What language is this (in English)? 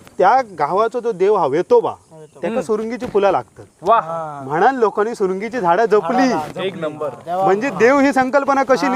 Konkani